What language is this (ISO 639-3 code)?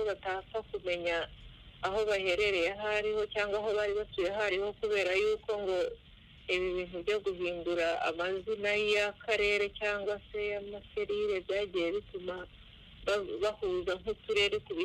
kin